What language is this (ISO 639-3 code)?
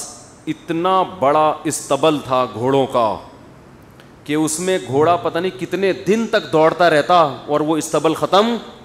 urd